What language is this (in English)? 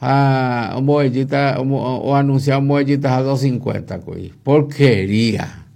Guarani